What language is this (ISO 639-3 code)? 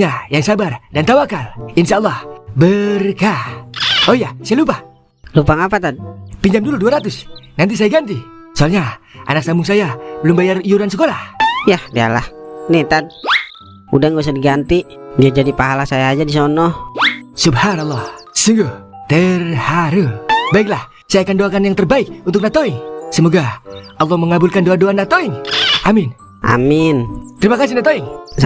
bew